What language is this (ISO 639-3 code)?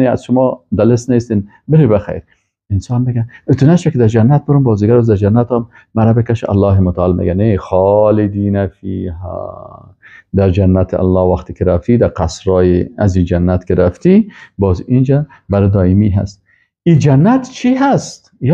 fas